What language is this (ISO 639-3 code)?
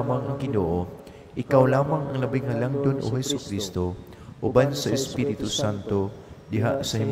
ceb